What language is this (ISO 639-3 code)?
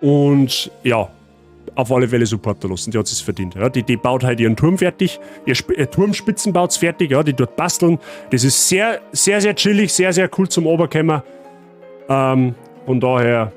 bar